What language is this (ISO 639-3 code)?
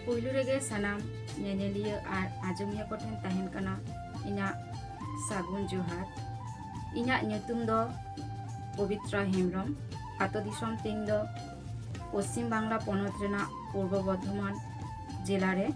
sat